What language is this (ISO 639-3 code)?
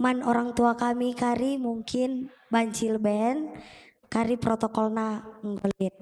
btx